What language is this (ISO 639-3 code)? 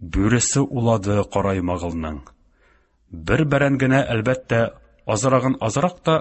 tat